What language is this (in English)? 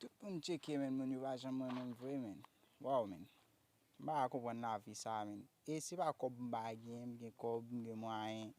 Haitian Creole